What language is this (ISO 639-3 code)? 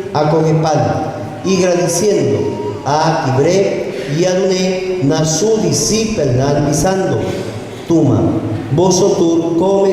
pap